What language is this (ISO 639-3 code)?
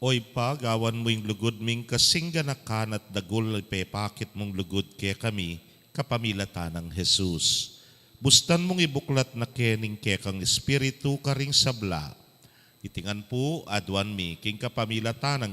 pam